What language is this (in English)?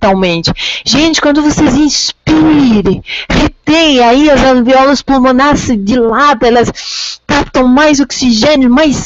Portuguese